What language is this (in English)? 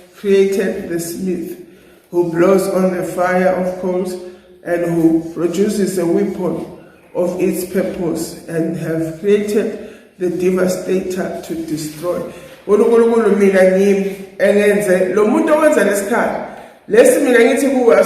Zulu